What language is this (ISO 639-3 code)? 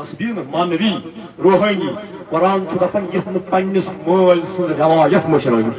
kas